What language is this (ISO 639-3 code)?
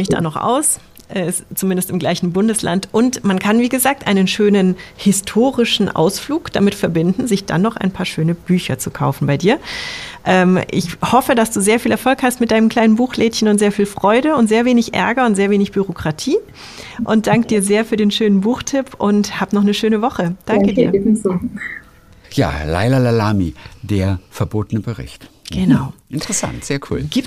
deu